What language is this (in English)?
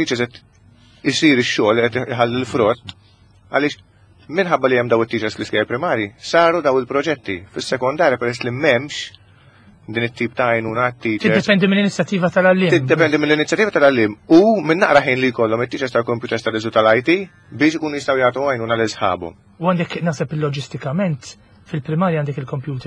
Maltese